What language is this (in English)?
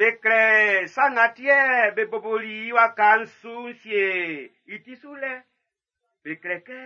Baoulé